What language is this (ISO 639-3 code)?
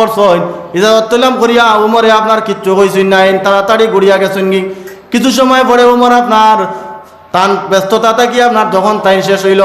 syl